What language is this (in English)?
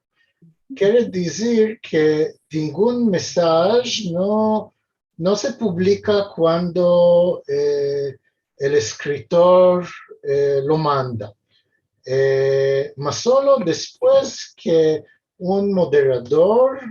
Ladino